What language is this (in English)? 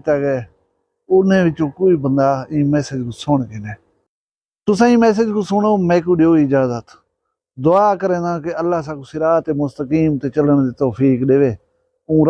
Saraiki